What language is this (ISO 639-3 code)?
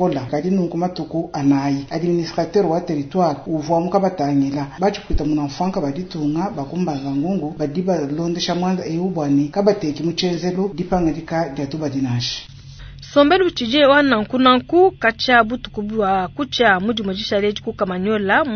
lua